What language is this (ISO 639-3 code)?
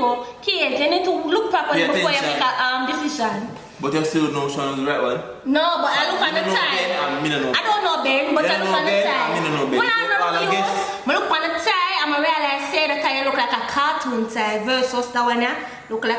jam